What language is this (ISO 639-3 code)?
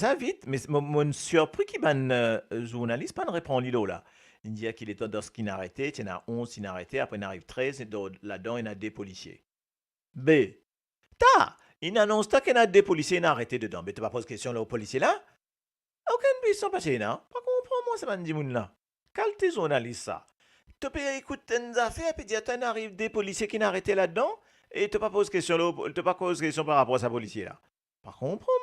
mfe